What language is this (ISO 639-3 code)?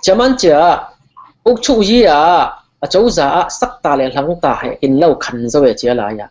cfm